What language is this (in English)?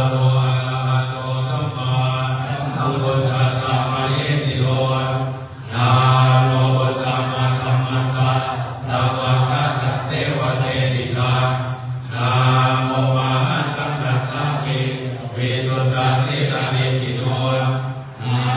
Pali